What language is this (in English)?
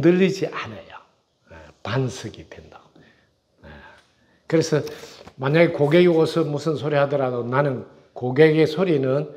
Korean